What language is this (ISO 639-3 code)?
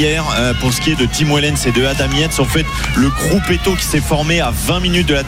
fra